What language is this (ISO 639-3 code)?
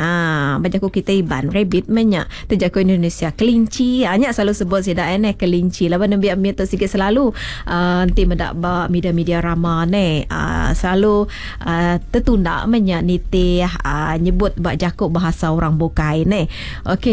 iba